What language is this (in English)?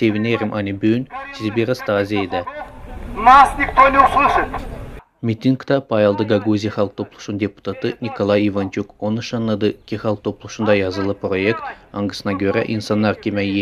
Gagauz